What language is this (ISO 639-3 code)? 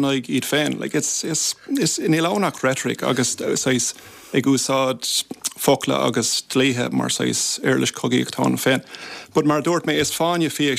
gle